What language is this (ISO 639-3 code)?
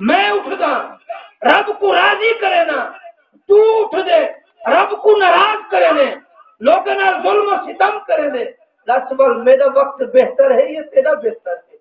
skr